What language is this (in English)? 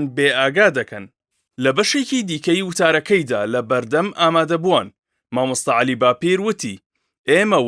Central Kurdish